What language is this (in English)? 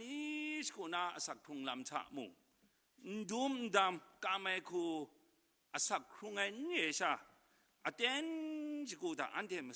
Kachin